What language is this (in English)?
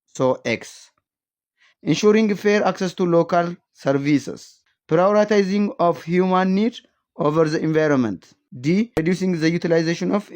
English